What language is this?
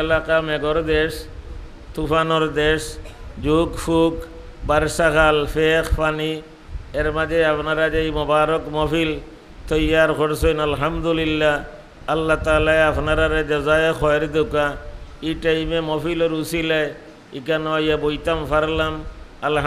Sylheti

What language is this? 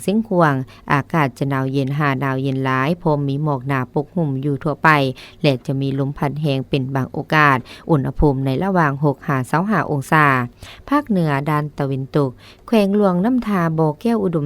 Lao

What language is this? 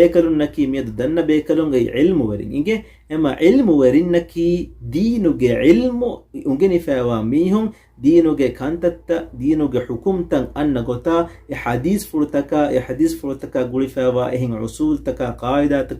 Divehi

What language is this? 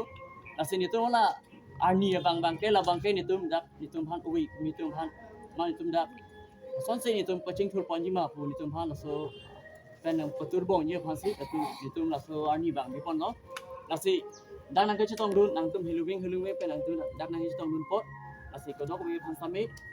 Karbi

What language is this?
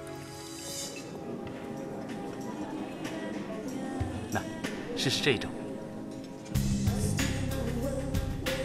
Chinese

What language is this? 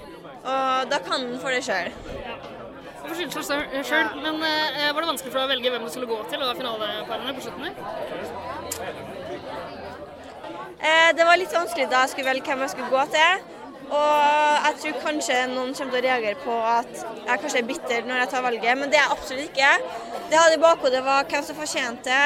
Norwegian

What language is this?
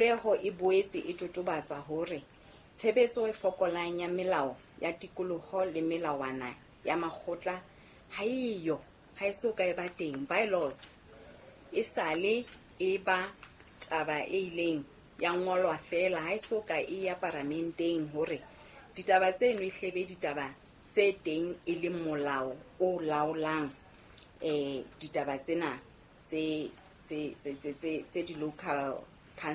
Southern Sotho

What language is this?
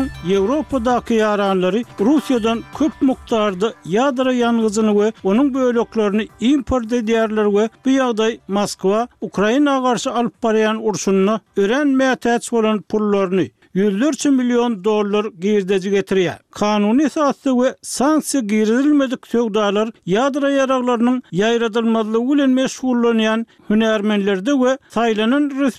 Turkmen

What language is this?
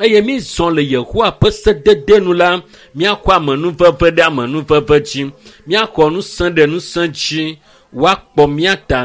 Ewe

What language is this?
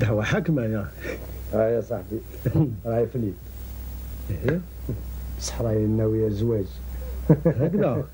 Algerian Arabic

